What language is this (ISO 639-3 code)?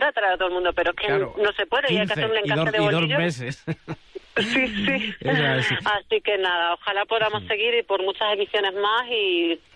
spa